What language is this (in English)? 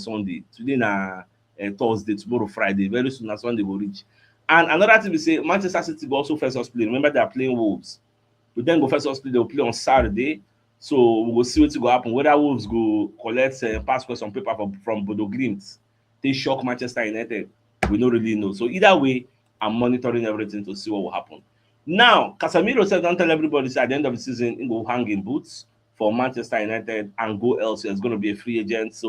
Nigerian Pidgin